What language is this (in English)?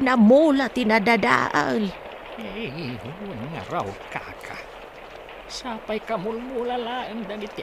Iloko